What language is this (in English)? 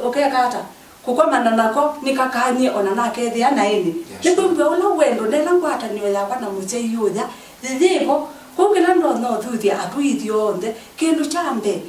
Kamba